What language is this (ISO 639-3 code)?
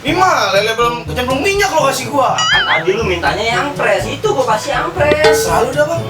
bew